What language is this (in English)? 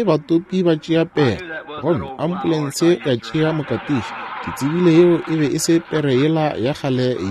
Northern Sotho